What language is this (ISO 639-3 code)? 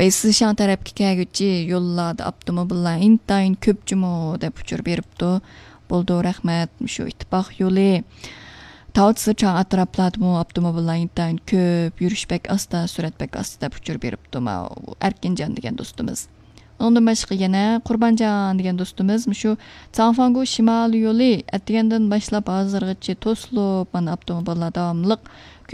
uig